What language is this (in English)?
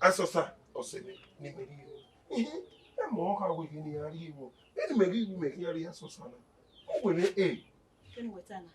Bini